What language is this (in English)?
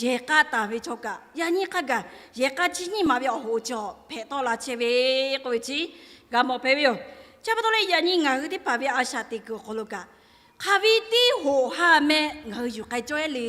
Lahu